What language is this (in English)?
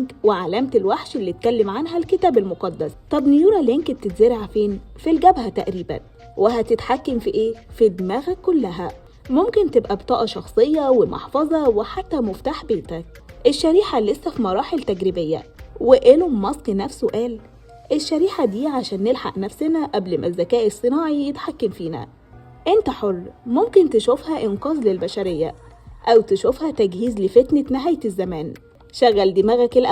Egyptian Arabic